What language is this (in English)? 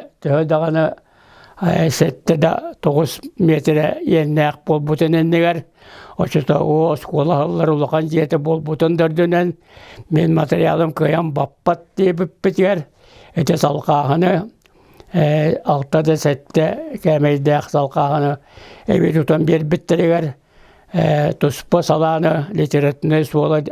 Yakut